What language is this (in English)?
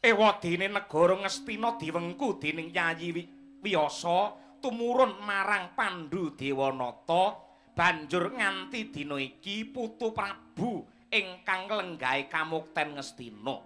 Javanese